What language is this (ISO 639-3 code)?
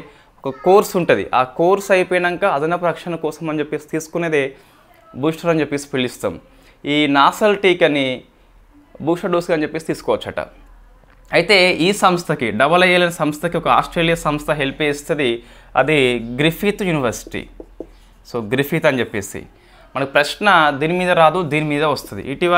tel